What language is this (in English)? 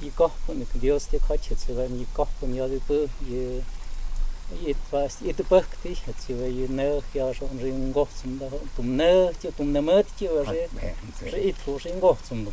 Totontepec Mixe